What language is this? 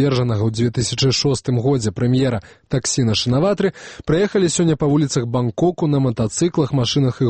Belarusian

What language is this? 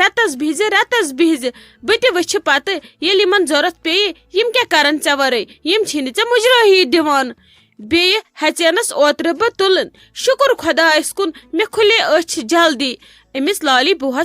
Kashmiri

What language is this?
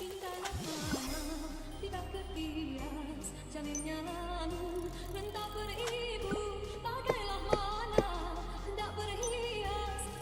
Minangkabau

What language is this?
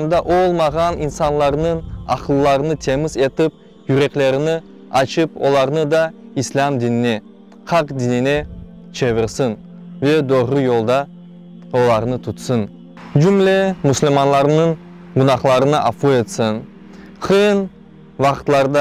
Crimean Tatar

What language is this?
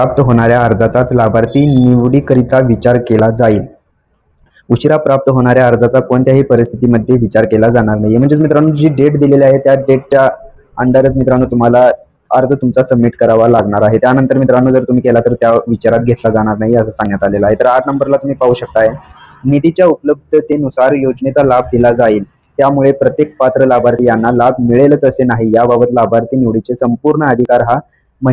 Marathi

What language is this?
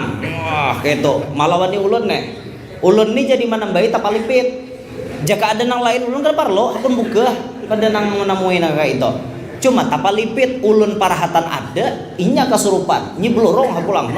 Banjar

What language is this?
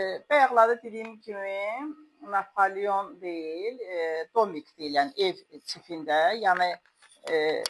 Azerbaijani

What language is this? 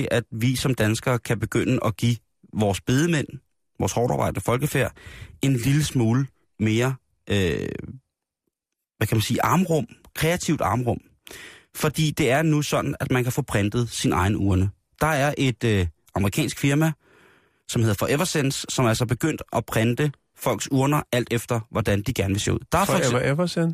Danish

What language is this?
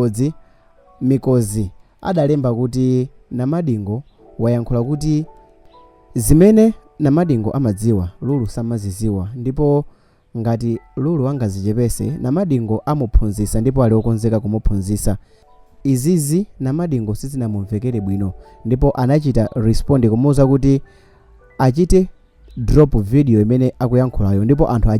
Nyanja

